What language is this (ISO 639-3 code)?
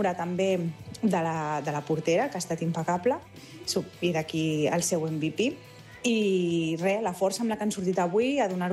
cat